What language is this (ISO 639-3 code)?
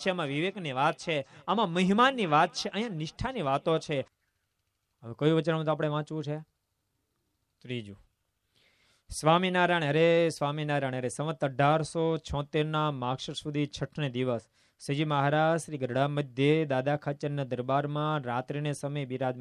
guj